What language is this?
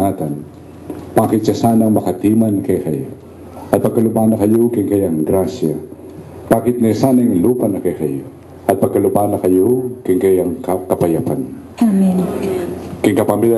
Pampanga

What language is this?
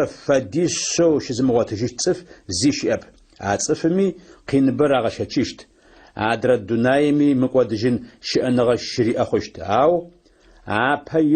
Adyghe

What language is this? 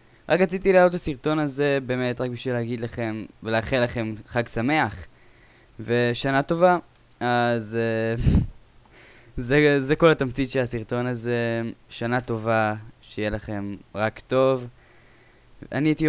Hebrew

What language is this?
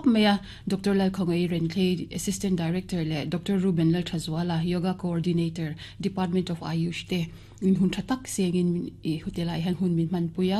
Mizo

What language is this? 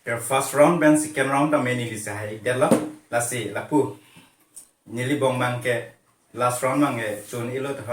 Karbi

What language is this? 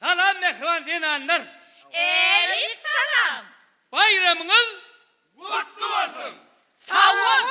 Turkmen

